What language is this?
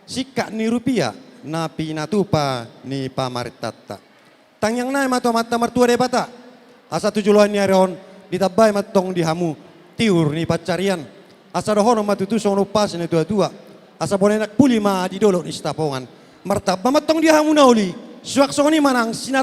Batak Toba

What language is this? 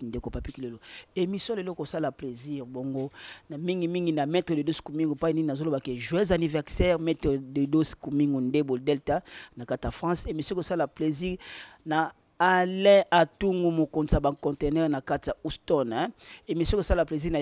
Lingala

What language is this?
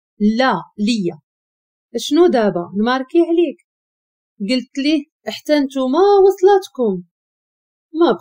Moroccan Arabic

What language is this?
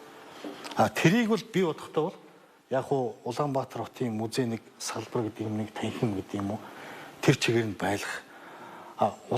Mongolian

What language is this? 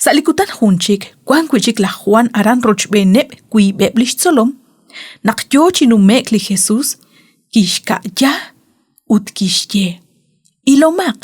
Kekchí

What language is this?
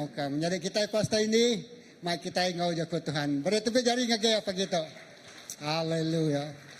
Iban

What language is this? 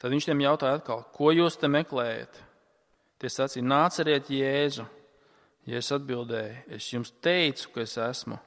Latvian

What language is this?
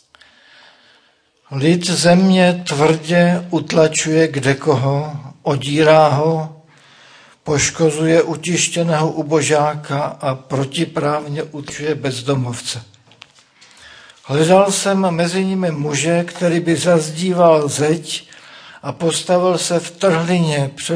Czech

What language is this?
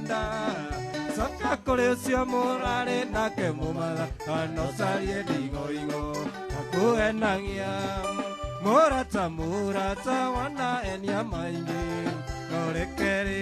Kikuyu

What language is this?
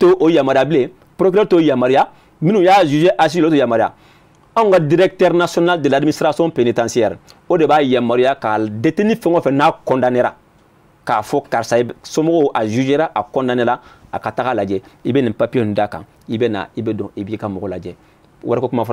Bambara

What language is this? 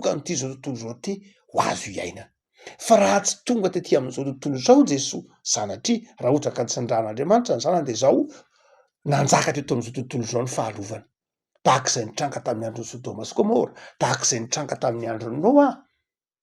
Malagasy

